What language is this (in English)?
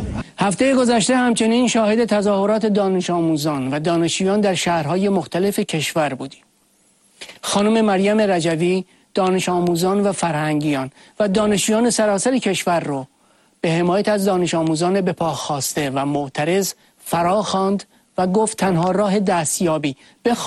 Persian